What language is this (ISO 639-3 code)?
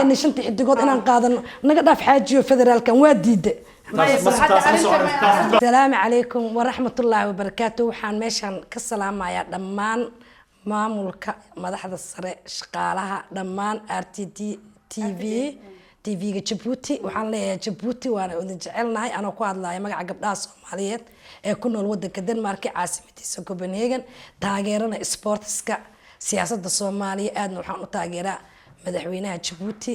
som